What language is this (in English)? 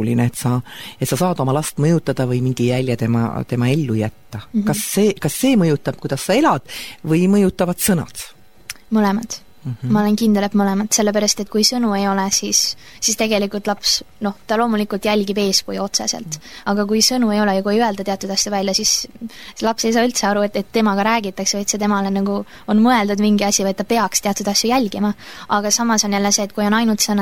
Estonian